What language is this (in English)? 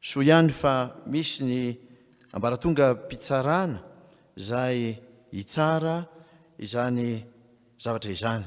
Malagasy